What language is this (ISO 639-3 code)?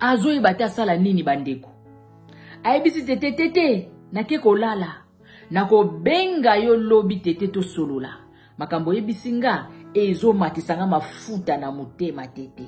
lin